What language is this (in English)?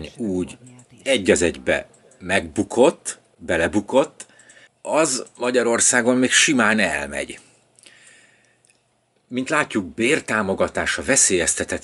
Hungarian